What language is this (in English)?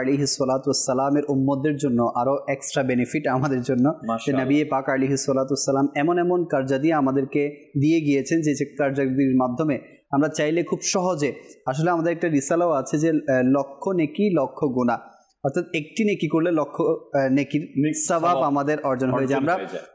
Bangla